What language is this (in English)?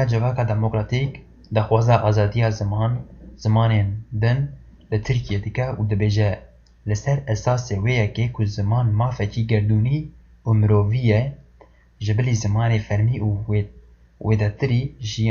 Kurdish